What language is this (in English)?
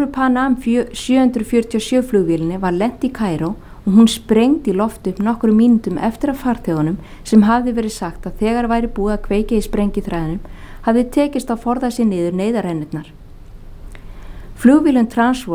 Icelandic